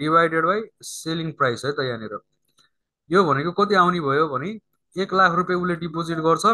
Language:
Nepali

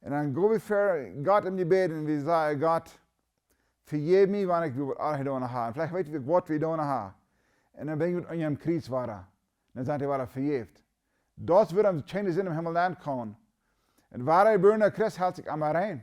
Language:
Plautdietsch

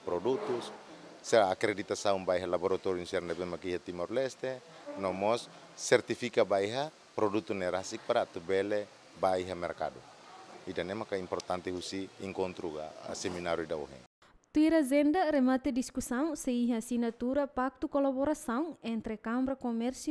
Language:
Tetum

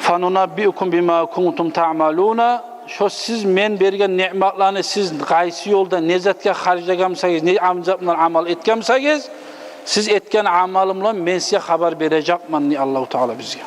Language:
Kumyk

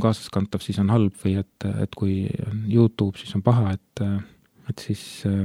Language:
Estonian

